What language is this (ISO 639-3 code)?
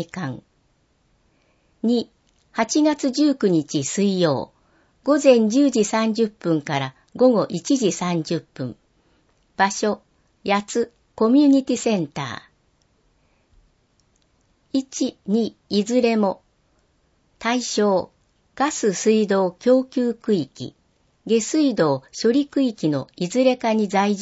jpn